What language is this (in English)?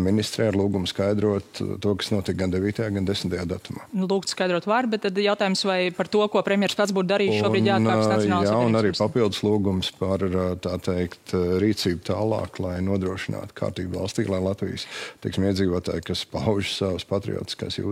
Latvian